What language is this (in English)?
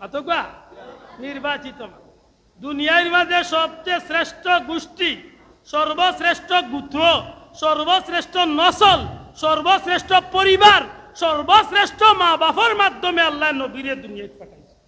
Sylheti